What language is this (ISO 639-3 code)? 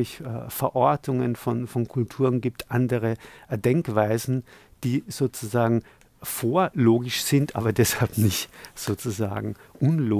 deu